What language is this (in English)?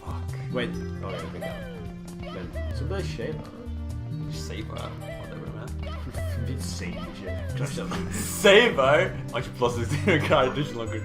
Faroese